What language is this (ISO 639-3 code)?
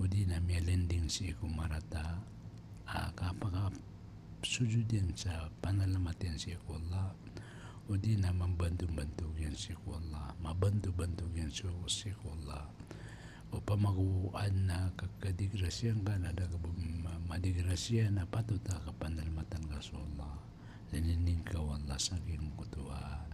mrw